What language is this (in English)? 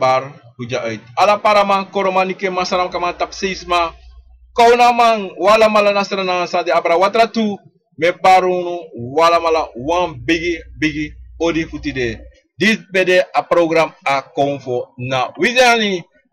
Sranan Tongo